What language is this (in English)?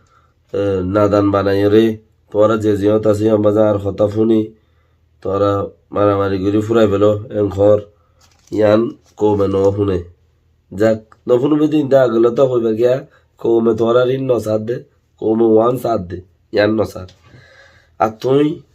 Rohingya